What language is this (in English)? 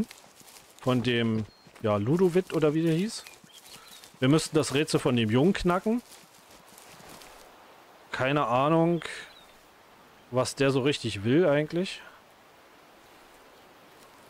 German